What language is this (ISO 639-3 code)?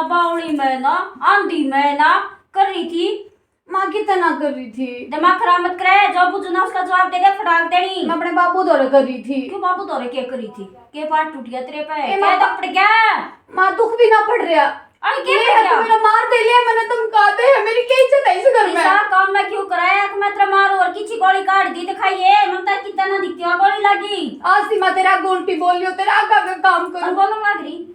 bgc